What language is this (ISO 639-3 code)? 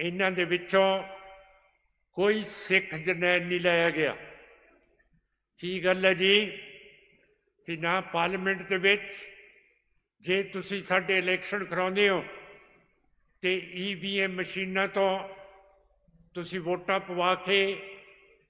pan